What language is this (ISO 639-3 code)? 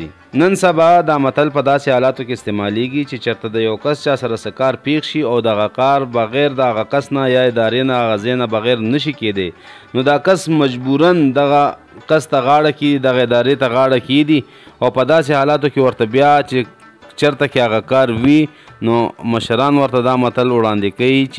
pus